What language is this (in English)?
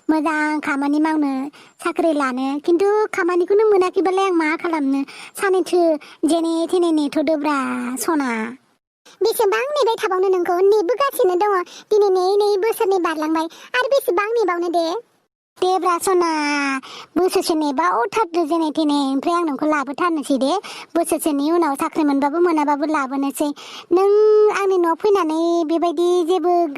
Bodo